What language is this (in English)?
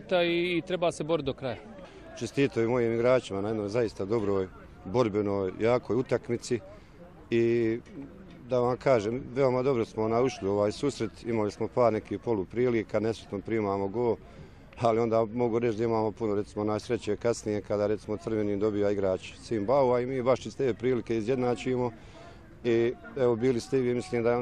Bosnian